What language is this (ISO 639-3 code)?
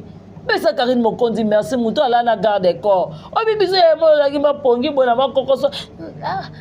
lin